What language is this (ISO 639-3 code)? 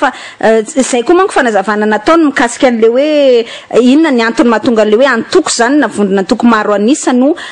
mlg